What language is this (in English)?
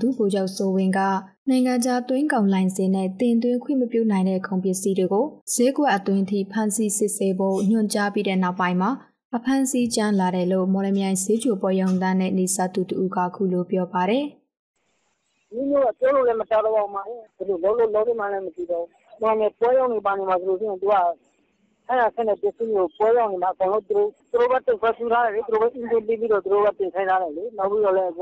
Burmese